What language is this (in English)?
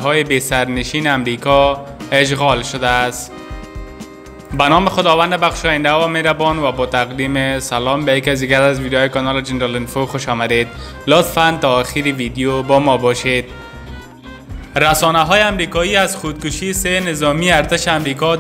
Persian